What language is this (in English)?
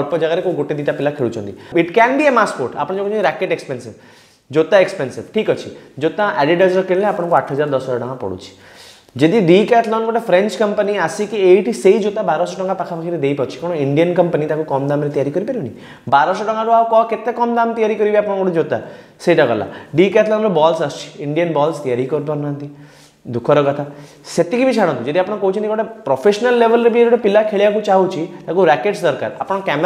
Odia